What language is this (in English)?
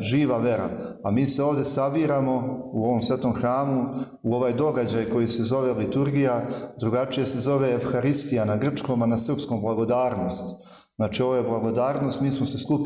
Serbian